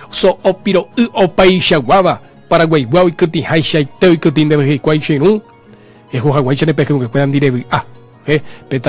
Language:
Guarani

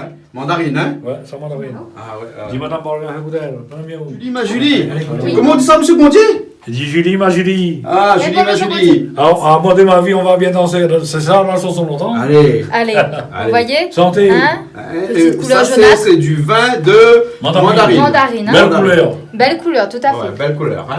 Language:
Réunion Creole French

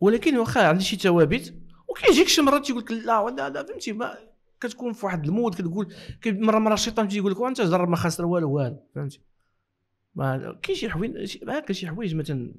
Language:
Moroccan Arabic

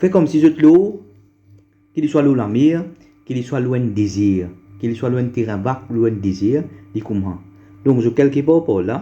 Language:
Morisyen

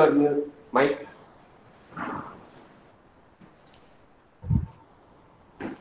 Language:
English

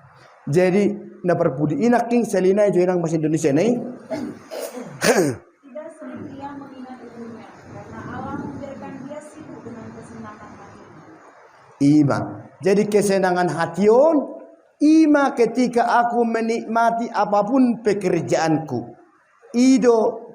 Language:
Batak Toba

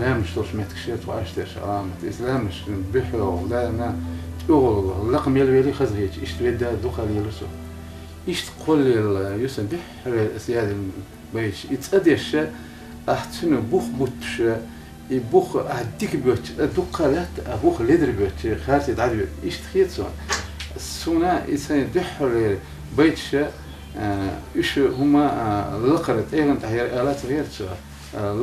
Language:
Chechen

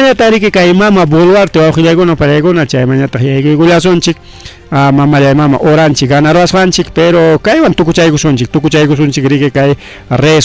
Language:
Ayacucho Quechua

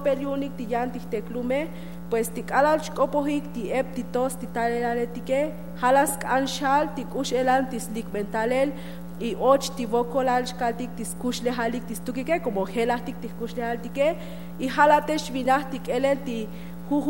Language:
Tzotzil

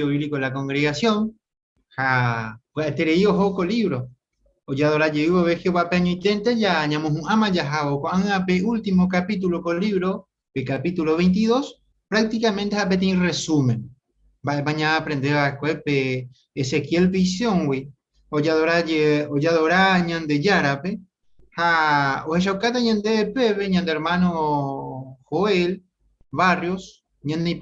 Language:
Guarani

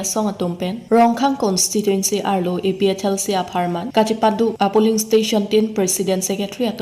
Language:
Karbi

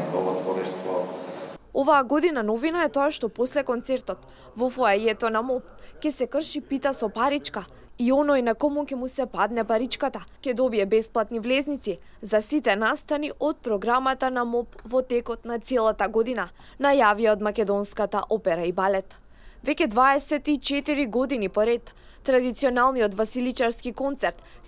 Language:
Macedonian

